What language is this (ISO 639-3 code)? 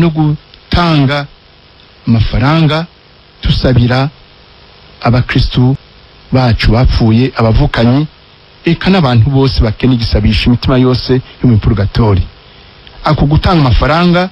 run